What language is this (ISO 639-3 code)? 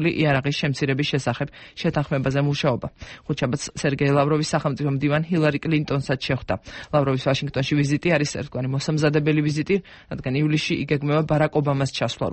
kat